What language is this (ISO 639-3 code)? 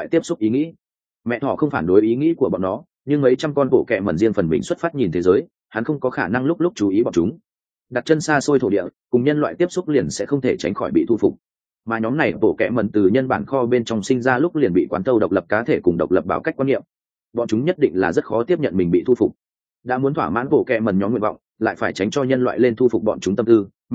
vie